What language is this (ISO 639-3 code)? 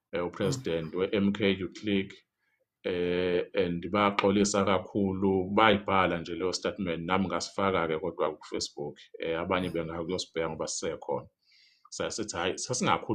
zul